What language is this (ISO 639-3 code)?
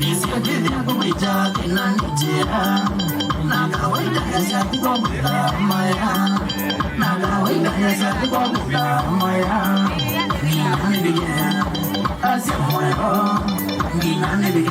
kam